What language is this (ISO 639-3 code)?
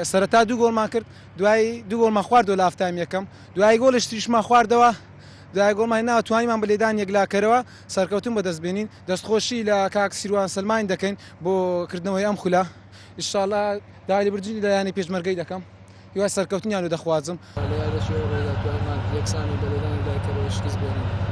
ckb